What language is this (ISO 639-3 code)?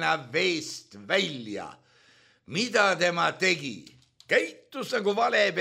est